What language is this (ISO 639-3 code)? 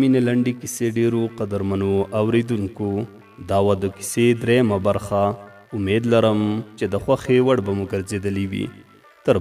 pus